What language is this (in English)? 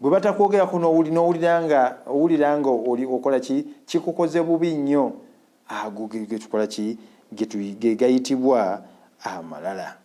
Ganda